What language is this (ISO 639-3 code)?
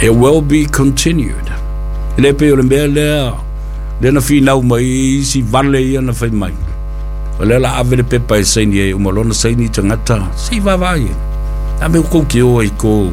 smo